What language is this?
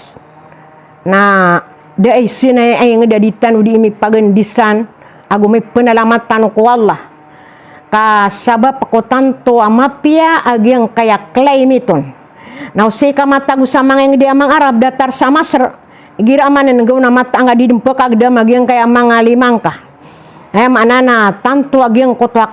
Maranao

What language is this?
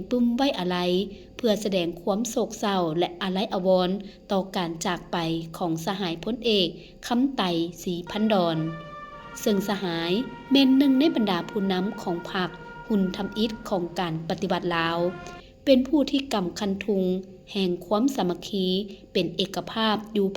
Lao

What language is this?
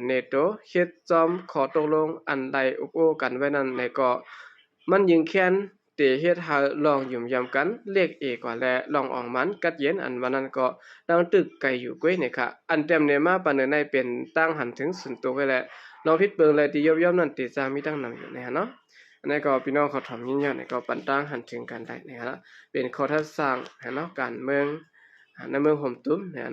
Shan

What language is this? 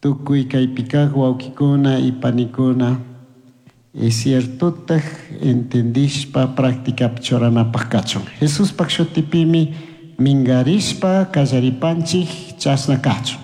Chimborazo Highland Quichua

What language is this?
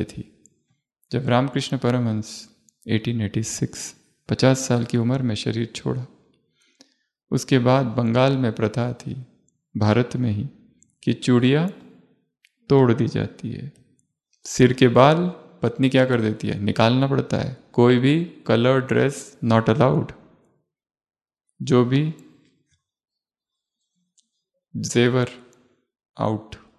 Hindi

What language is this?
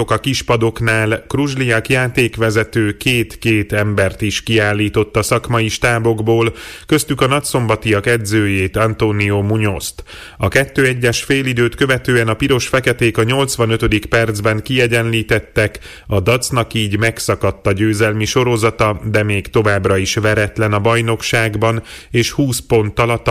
Hungarian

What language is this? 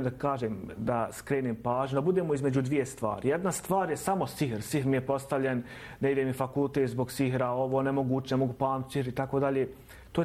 Bosnian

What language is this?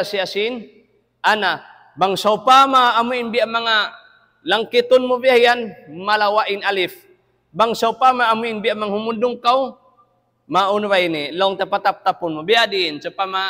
Tausug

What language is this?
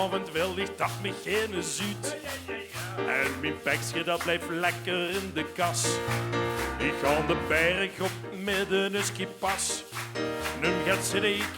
Limburgish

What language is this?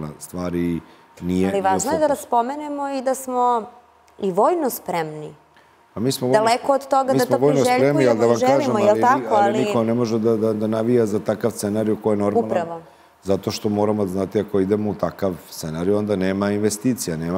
Serbian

